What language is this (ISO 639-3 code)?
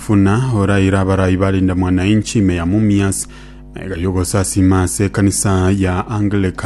guz